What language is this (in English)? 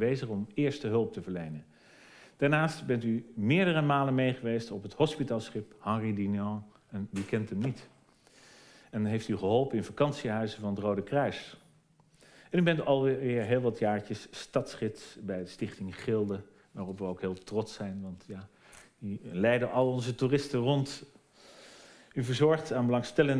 Dutch